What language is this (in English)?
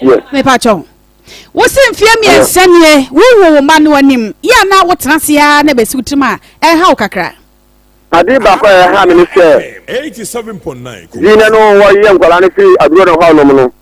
Akan